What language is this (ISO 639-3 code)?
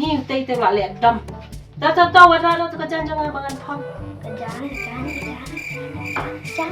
kha